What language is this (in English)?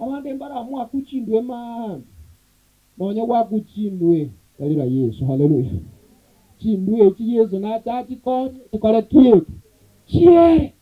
Gusii